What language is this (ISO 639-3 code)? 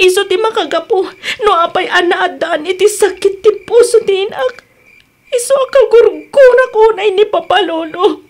ilo